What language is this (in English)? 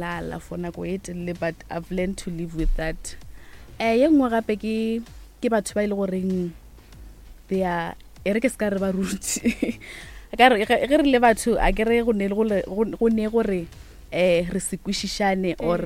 Northern Sotho